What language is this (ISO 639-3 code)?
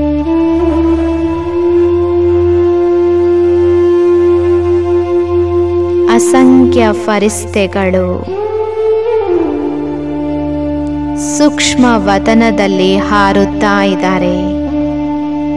kan